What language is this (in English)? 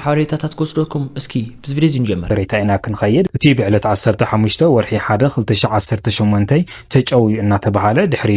Tigrinya